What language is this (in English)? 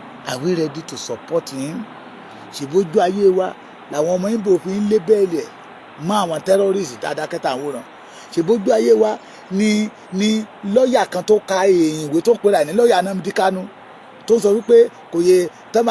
Yoruba